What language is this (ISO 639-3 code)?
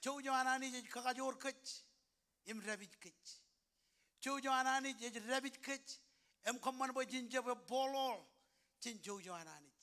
mah